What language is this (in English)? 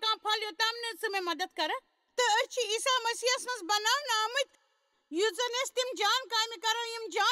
Kashmiri